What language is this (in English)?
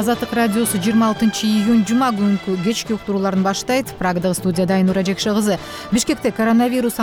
Kyrgyz